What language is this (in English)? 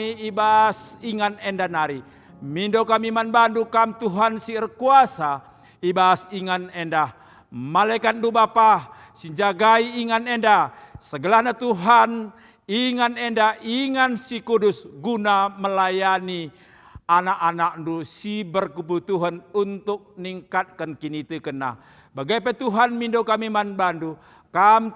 Batak Karo